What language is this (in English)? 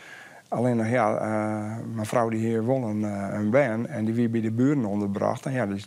Western Frisian